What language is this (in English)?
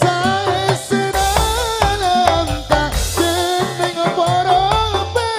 Madurese